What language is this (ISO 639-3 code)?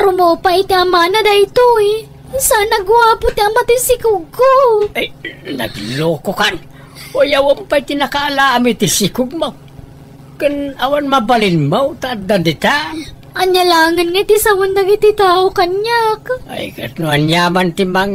ilo